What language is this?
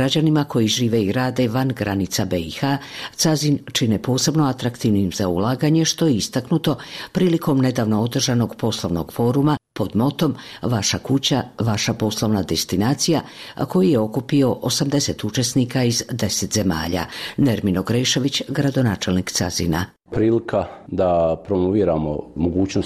Bosnian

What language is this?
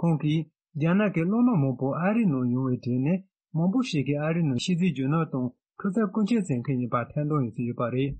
Tibetan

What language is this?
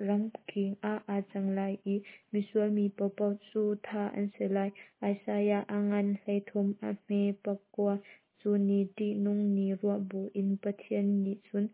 Hakha Chin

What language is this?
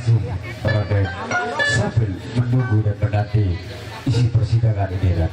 Sasak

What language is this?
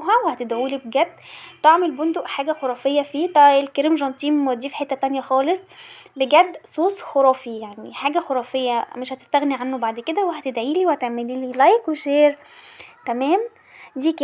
Egyptian Arabic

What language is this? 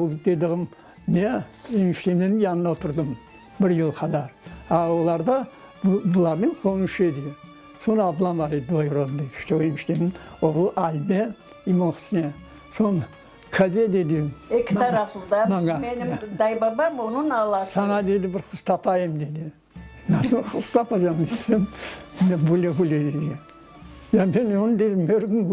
Crimean Tatar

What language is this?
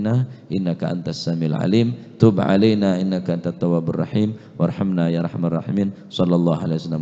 Madurese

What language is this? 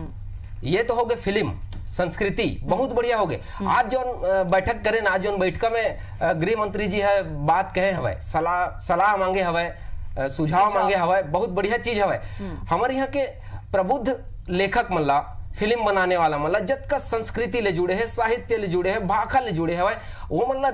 Chhattisgarhi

